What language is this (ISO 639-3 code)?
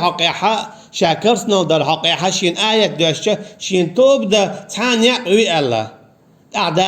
che